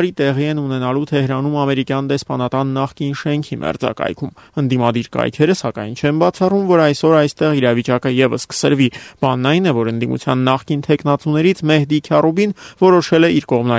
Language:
Armenian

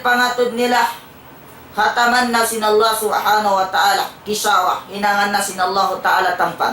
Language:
Tausug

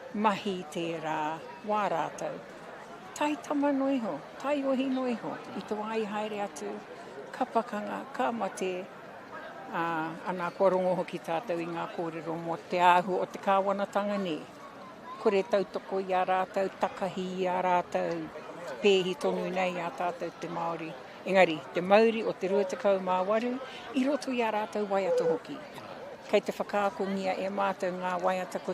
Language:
Māori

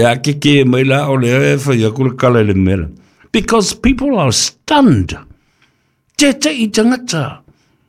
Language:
Samoan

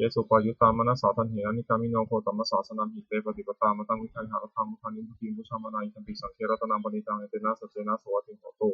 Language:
Pali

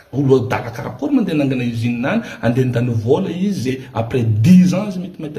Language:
Malagasy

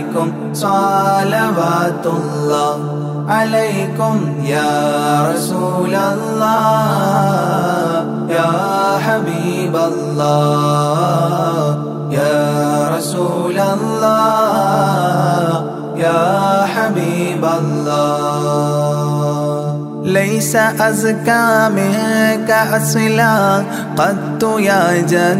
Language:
Arabic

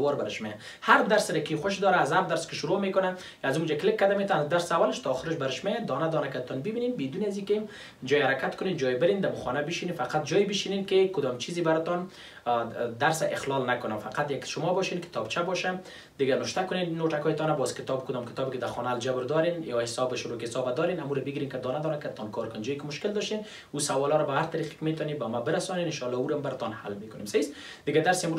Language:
Persian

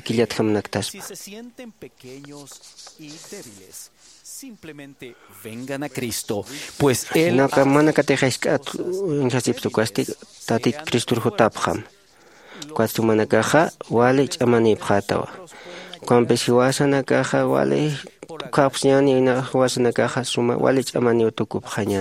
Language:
Aymara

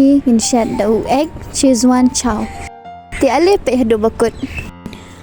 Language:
Khasi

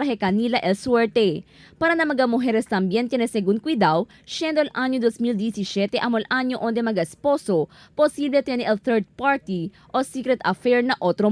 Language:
Chavacano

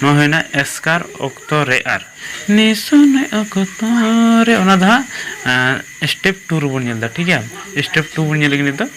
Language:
Santali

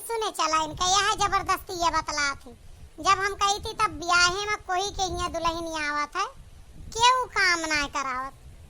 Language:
Awadhi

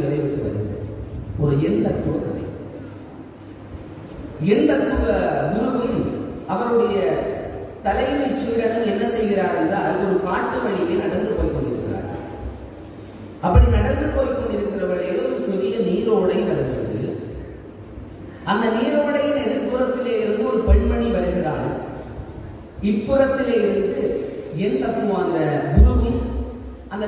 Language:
Tamil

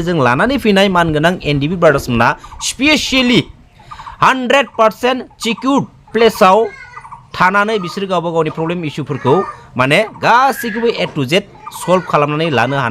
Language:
Bodo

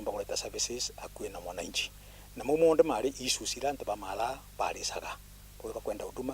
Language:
Meru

